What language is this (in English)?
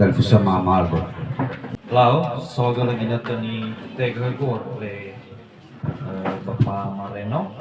Nias